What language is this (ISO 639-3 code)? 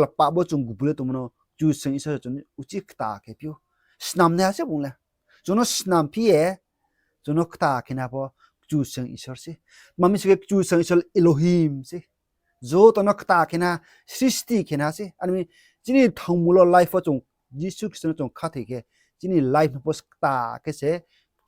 ria